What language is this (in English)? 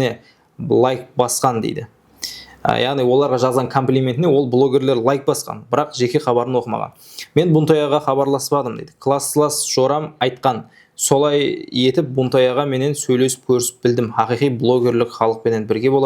Kara-Kalpak